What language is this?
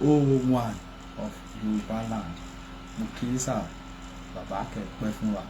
Yoruba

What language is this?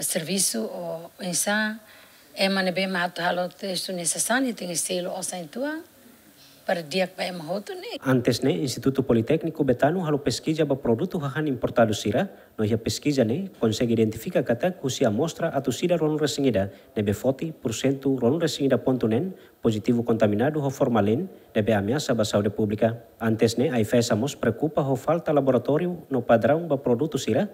Tetum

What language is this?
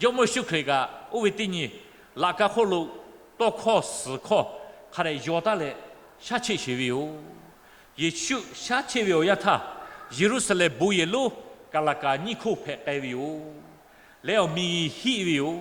Lahu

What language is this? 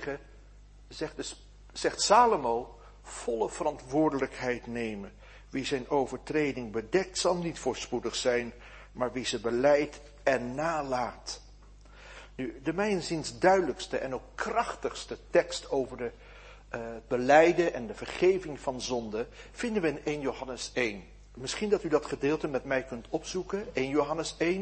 Dutch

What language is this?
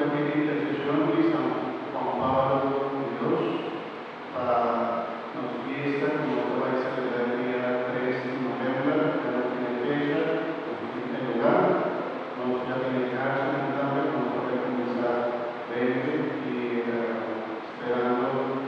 Papiamento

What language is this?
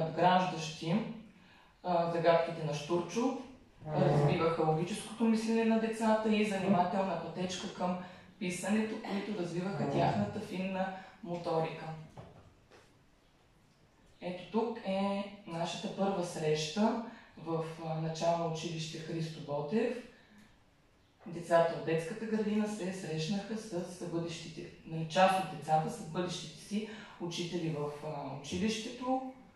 Bulgarian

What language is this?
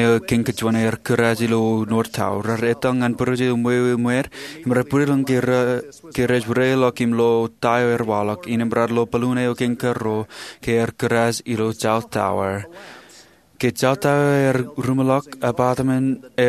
Marshallese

